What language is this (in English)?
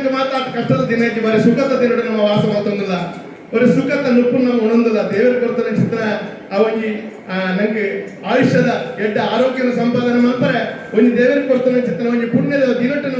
Tulu